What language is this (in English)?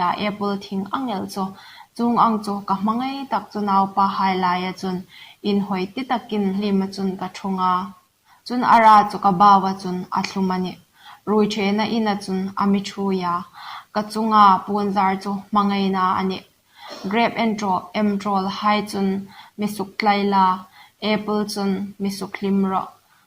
Hmar